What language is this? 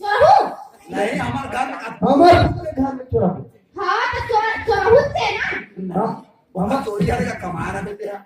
Chhattisgarhi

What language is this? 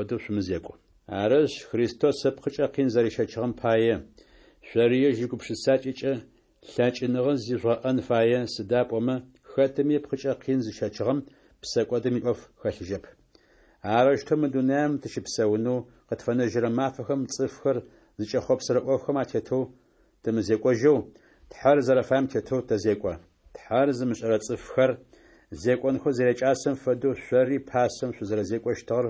Adyghe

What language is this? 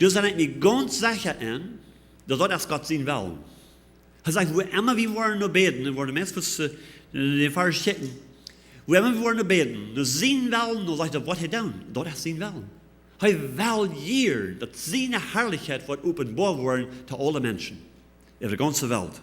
Plautdietsch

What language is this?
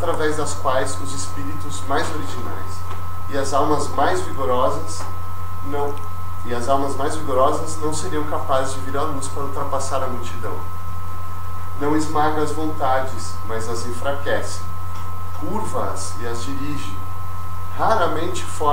Portuguese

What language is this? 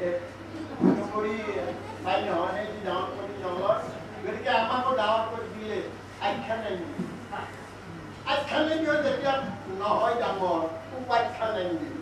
Assamese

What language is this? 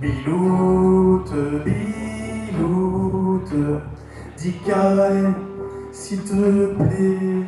Picard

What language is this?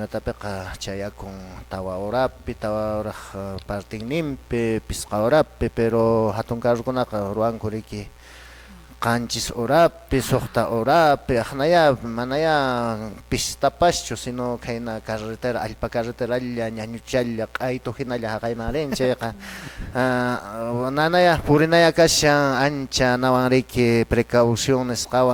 Quechua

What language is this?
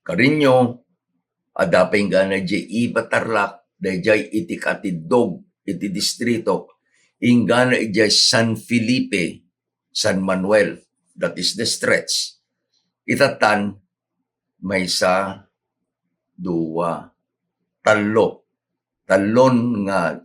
Iloko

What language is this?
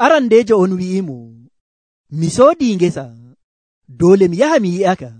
Nigerian Fulfulde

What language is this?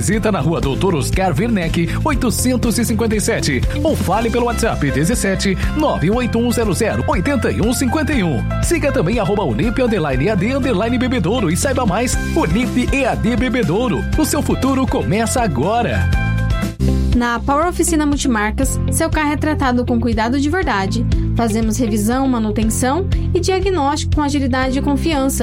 Portuguese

